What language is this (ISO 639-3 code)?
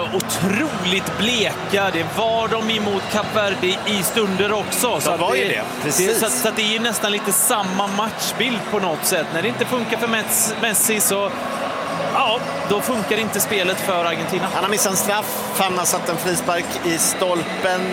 swe